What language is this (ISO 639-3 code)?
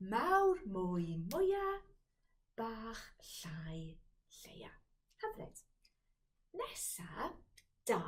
cym